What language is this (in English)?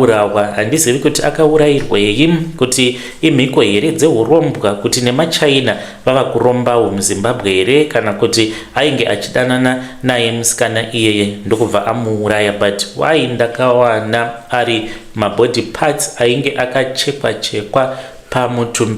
Shona